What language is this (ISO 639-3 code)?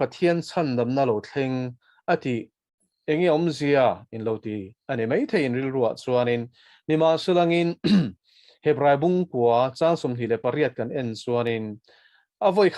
lus